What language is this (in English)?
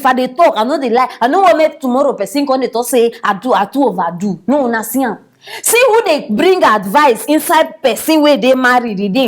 Nigerian Pidgin